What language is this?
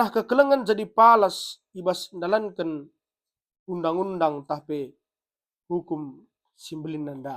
Batak Karo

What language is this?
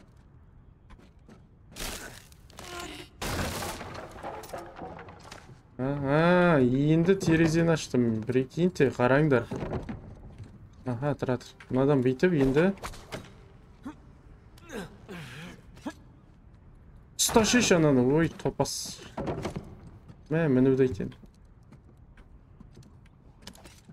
Kazakh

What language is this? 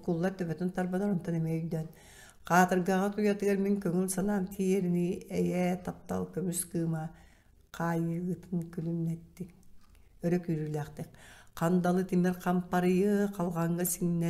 Yakut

